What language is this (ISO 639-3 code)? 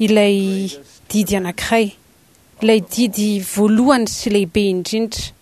mlg